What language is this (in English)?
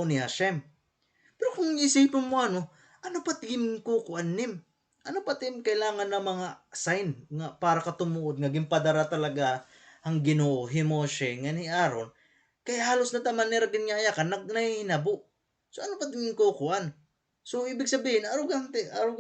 Waray